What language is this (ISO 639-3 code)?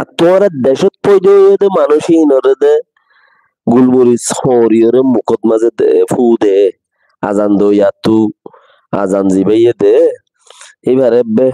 rhg